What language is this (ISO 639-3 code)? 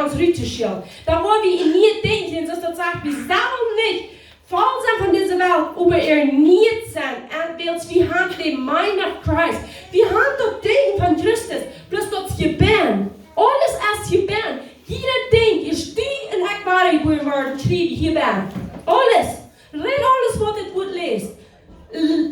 pdt